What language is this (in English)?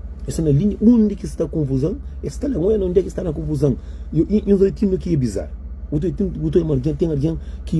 Kabuverdianu